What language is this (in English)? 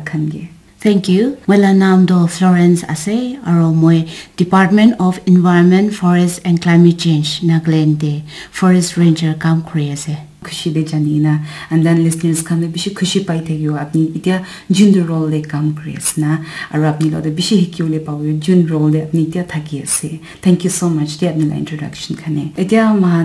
Naga Pidgin